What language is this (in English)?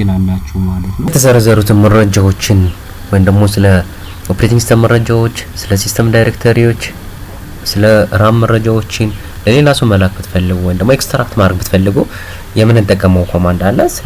Amharic